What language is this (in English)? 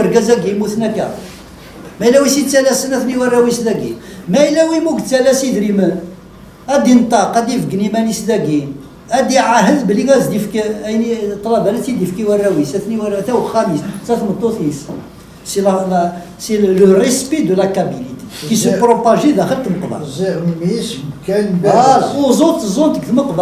Kabyle